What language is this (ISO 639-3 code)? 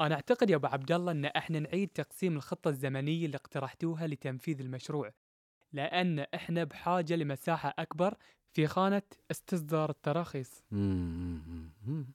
afb